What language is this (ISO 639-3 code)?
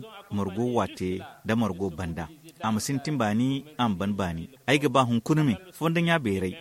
dje